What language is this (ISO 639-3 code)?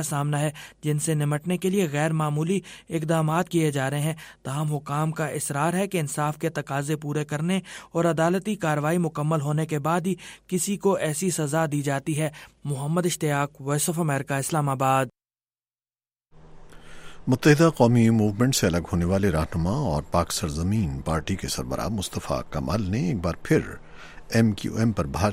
urd